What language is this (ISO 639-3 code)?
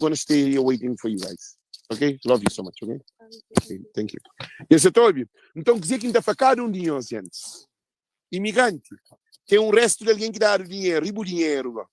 kea